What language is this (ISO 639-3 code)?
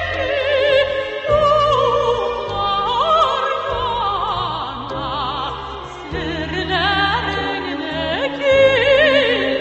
tat